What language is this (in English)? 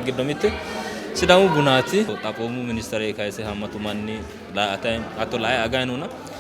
Sidamo